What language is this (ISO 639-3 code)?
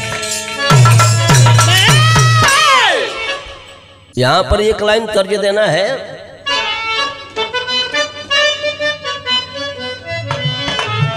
bho